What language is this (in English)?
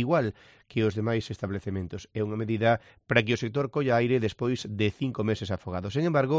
Galician